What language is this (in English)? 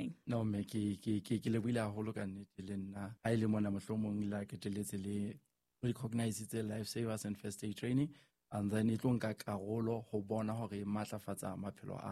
Southern Sotho